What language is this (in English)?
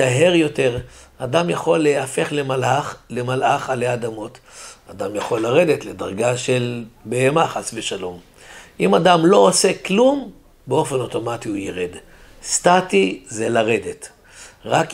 Hebrew